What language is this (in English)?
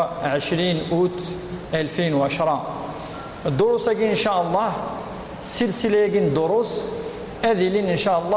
Kabyle